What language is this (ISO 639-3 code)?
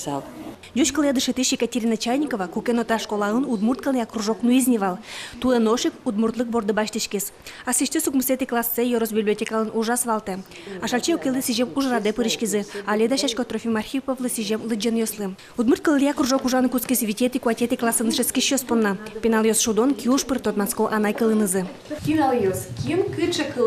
udm